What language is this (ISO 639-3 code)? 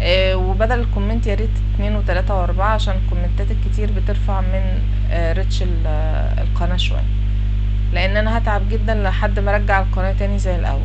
arz